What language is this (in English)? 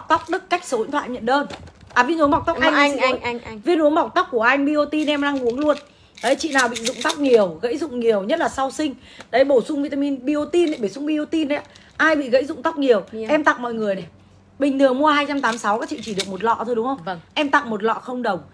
Vietnamese